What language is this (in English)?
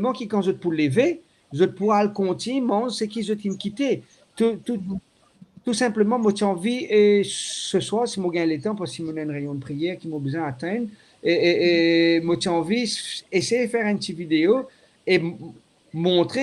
Morisyen